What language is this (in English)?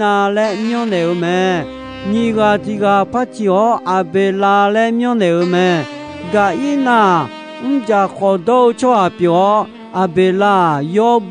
Akha